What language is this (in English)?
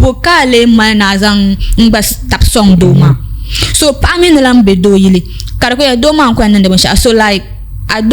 Dagbani